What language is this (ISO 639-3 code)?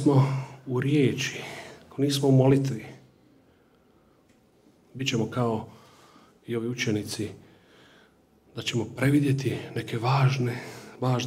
hrv